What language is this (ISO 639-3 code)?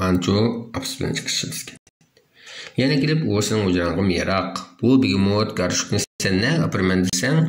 uig